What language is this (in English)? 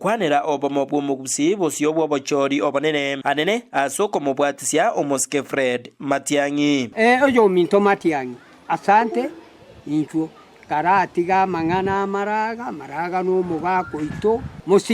Gusii